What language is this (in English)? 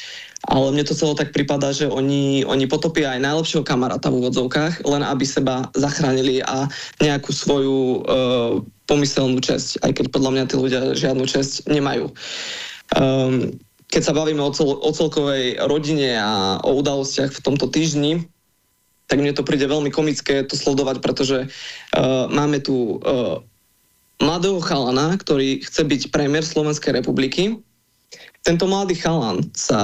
Slovak